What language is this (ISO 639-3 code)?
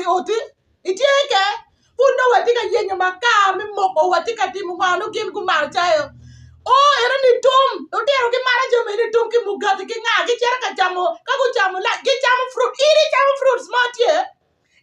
ach